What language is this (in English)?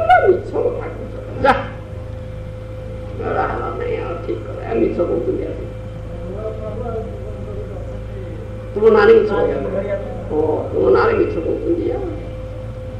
Odia